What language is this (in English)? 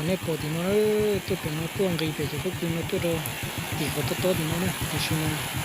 Hmong